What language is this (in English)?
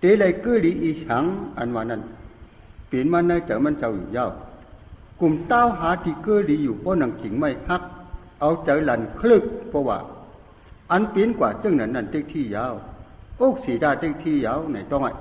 Shan